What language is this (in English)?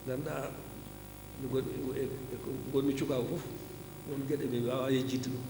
Fula